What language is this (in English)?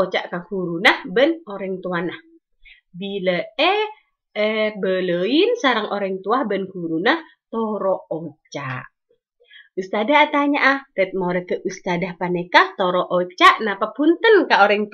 Madurese